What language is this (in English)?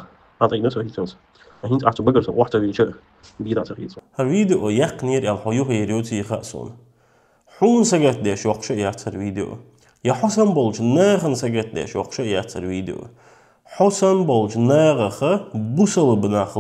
Chechen